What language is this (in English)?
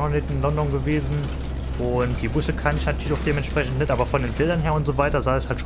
German